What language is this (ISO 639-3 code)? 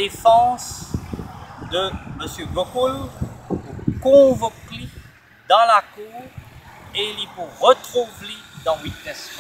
mfe